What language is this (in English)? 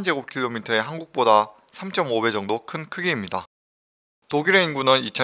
Korean